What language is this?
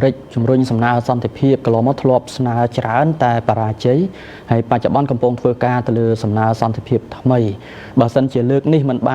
Khmer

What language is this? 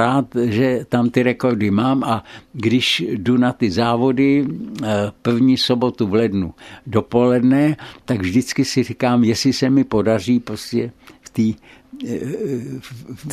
Czech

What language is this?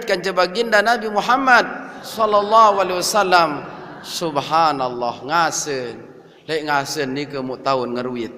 Sasak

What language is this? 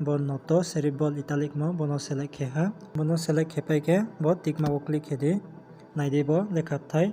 Riang (India)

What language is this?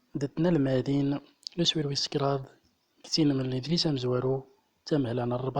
Central Atlas Tamazight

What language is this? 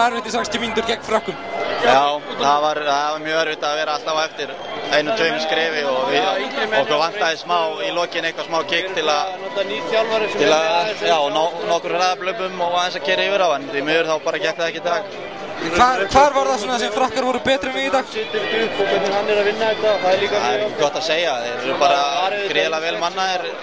Icelandic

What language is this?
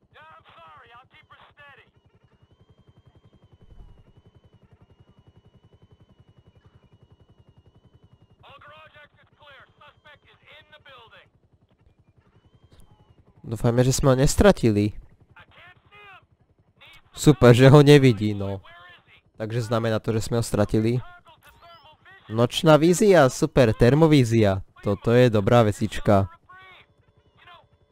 Slovak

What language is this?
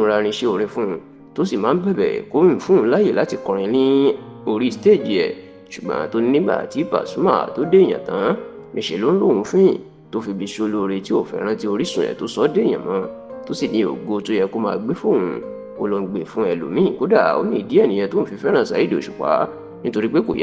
Yoruba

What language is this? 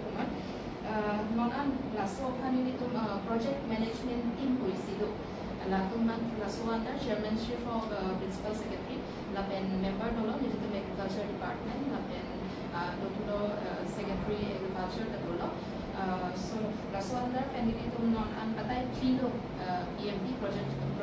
Karbi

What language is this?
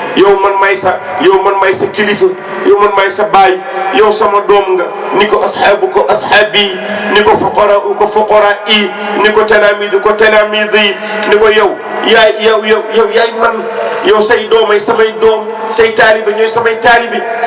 Wolof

